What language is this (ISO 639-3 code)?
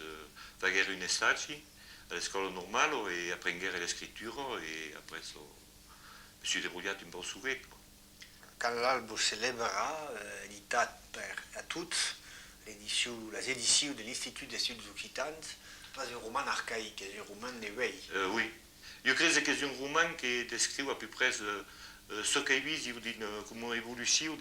oci